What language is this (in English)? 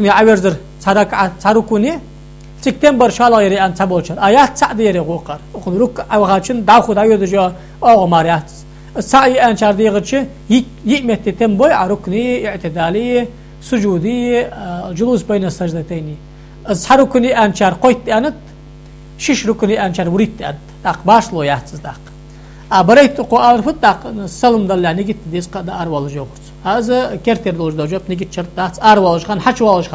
Ingush